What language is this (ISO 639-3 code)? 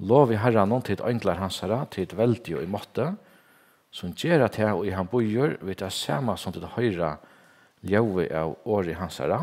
fao